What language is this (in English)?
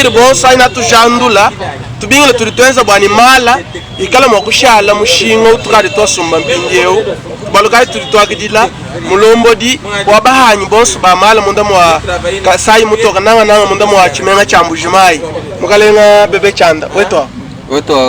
Luba-Lulua